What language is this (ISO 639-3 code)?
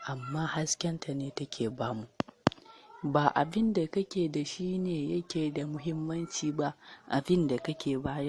hau